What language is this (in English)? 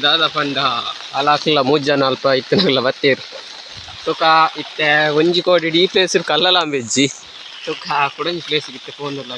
Tulu